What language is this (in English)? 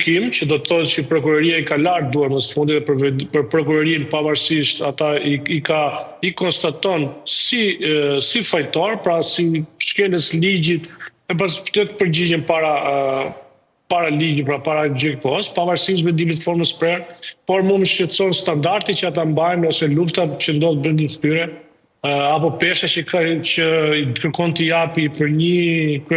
Albanian